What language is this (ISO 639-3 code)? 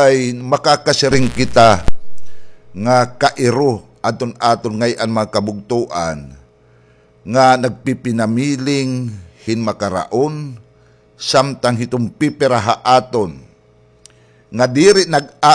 war